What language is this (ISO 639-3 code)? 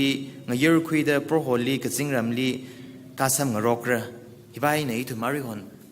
nmf